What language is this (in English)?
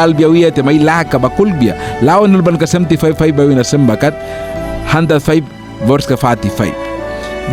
Mískito